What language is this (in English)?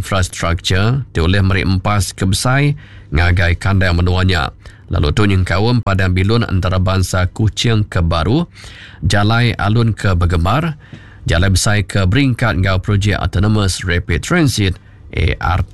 Iban